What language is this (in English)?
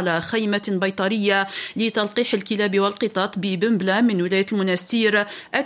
Tunisian Arabic